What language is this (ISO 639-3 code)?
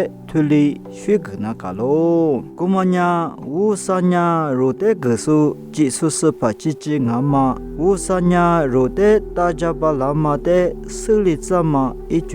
lis